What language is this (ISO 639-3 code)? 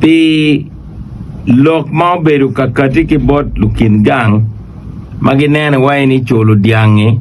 ach